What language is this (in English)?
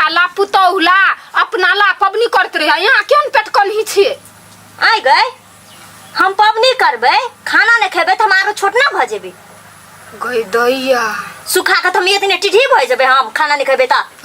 Maithili